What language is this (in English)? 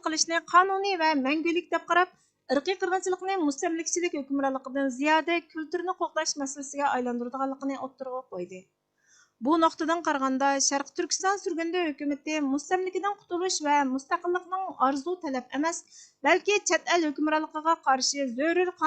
Uyghur